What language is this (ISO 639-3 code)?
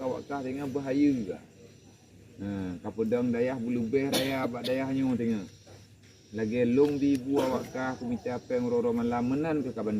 ace